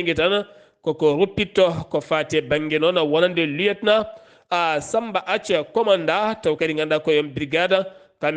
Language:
Fula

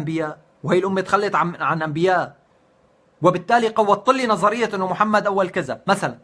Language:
North Levantine Arabic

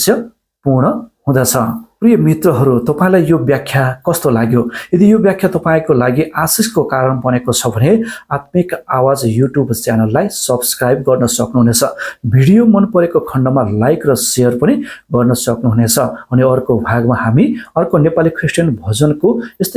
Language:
Nepali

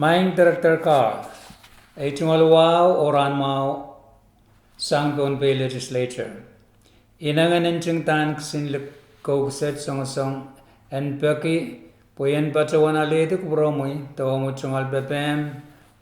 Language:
Pohnpeian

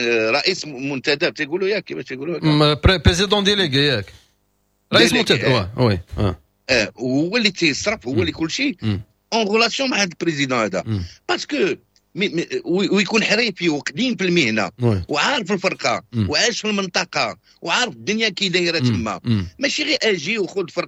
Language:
Moroccan Arabic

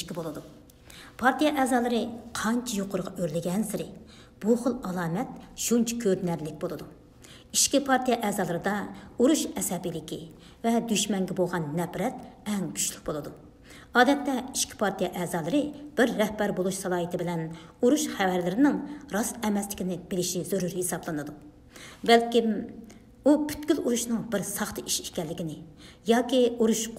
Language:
Uyghur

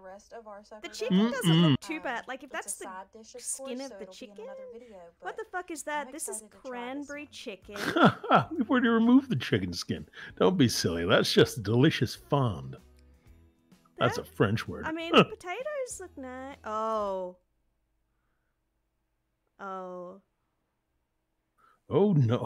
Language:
English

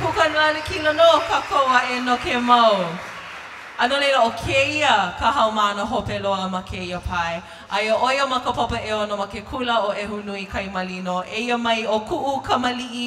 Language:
Hawaiian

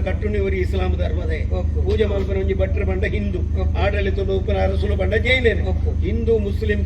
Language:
Tulu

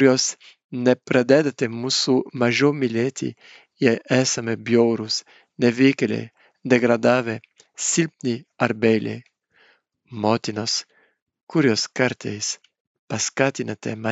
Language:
Lithuanian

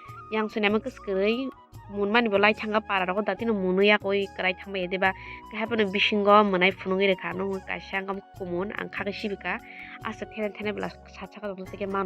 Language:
Kok Borok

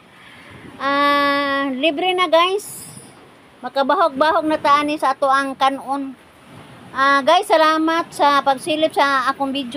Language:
Cebuano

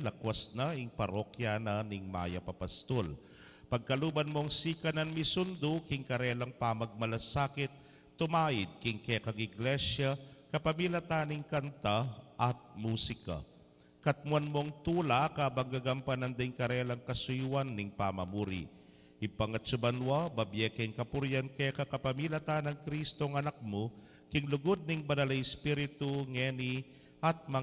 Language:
Pampanga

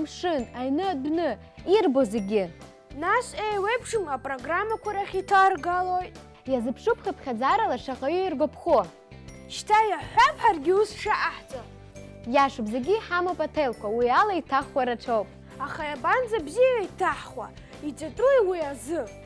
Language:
Abkhazian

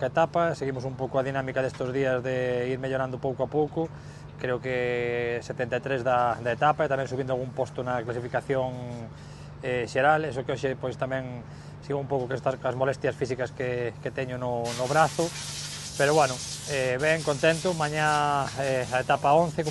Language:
Galician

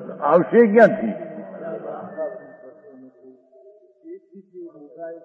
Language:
Gujarati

